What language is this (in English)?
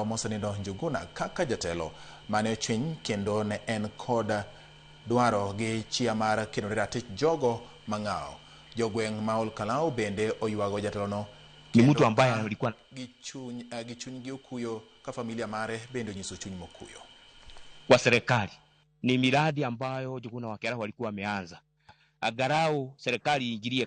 Luo (Kenya and Tanzania)